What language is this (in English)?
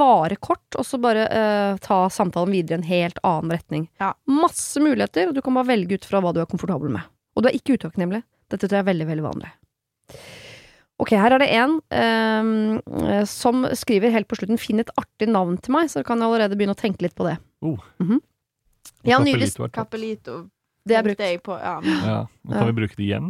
Norwegian